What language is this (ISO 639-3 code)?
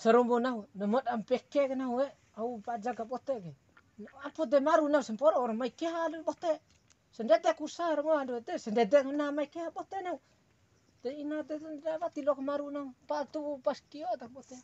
bhp